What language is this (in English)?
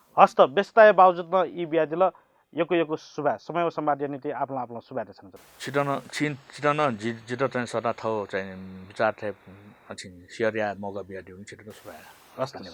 Newari